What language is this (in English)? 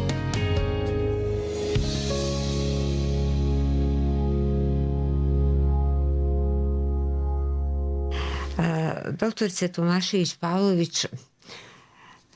Serbian